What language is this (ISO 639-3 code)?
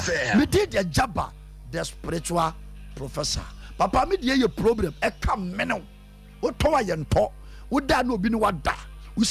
aka